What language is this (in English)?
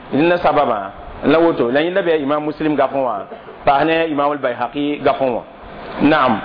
Mossi